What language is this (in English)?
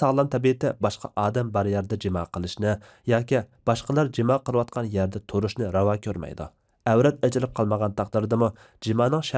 Uyghur